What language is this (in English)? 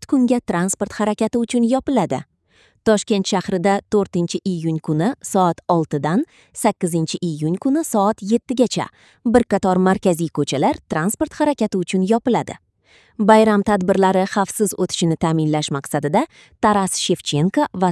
Uzbek